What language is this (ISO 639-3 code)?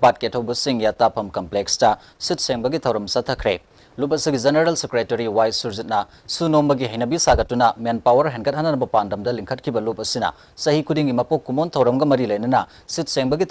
mni